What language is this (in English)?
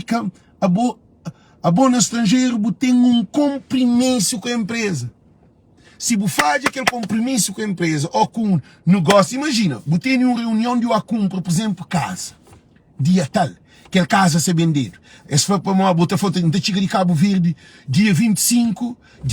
Kabuverdianu